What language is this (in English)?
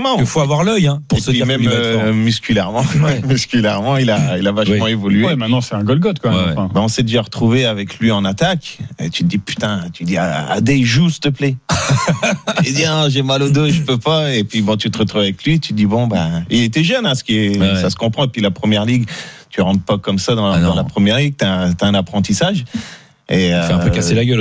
French